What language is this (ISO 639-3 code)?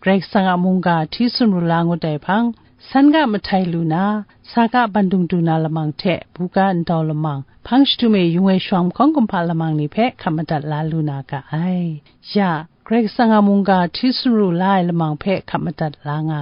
kac